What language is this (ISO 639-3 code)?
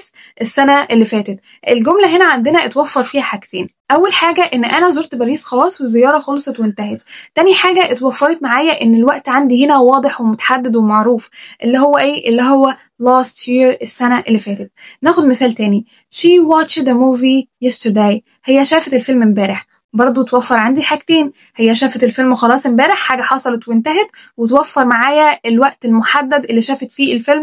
arz